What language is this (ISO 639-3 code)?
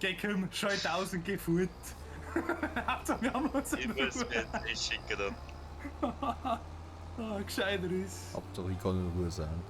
bar